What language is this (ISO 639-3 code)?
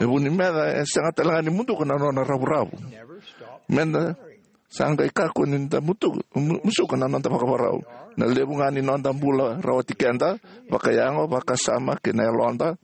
fij